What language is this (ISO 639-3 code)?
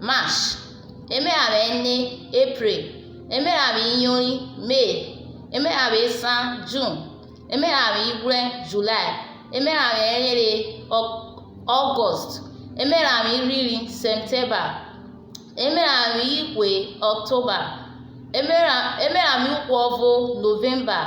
urh